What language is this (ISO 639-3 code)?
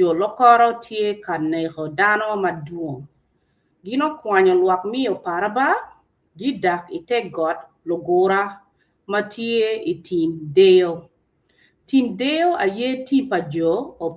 ach